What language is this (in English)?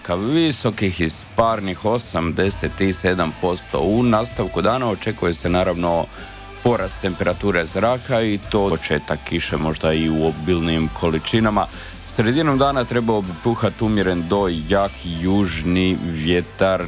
Croatian